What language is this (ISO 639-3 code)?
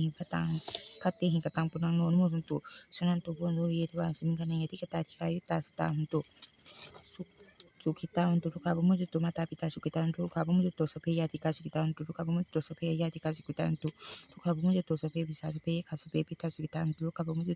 pli